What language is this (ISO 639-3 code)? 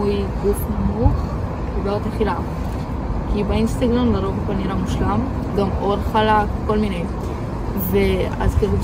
heb